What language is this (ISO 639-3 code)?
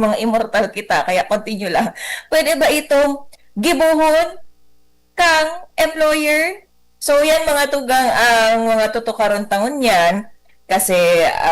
bik